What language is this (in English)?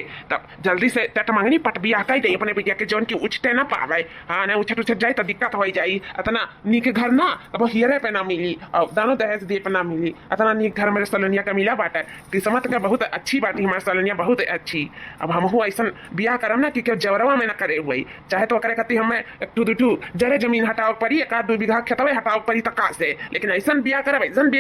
Awadhi